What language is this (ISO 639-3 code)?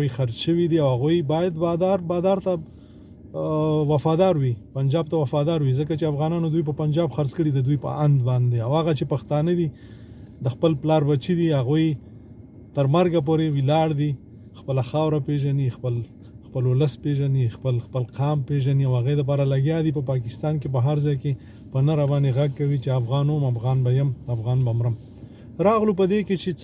pus